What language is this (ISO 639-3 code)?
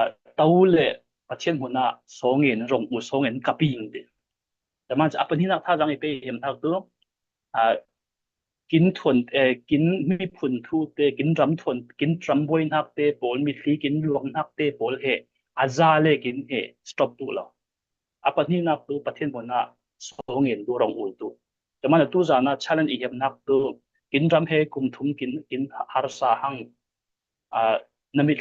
cfm